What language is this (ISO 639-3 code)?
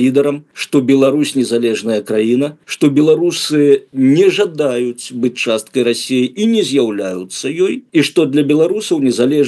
bel